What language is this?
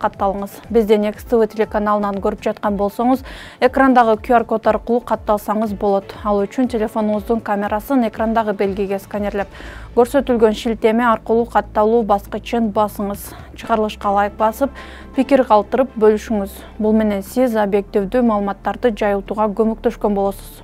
Kyrgyz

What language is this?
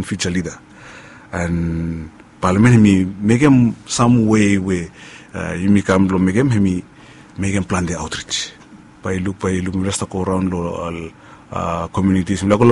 Bislama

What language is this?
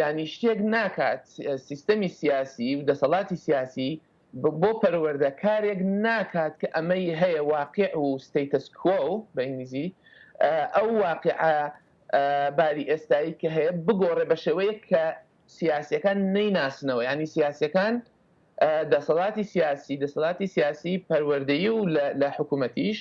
Central Kurdish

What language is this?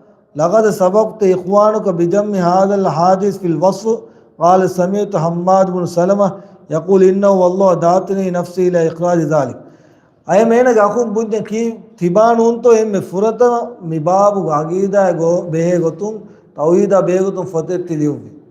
Divehi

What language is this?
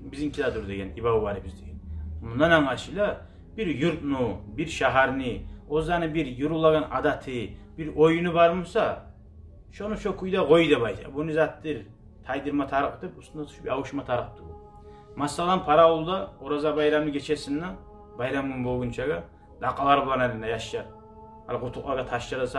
Kumyk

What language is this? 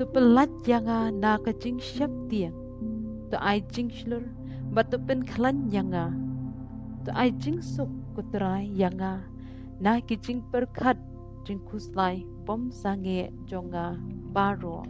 Khasi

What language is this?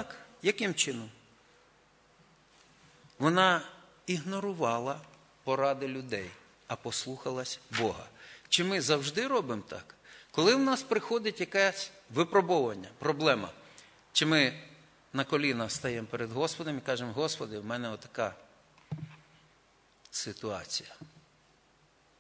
Ukrainian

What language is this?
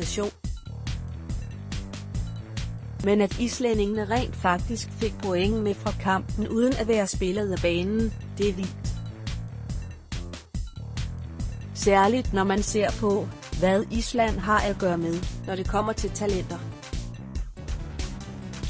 Danish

